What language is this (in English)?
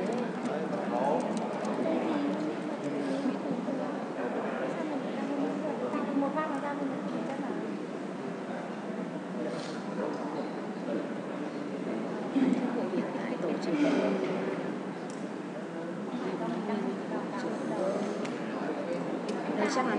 Vietnamese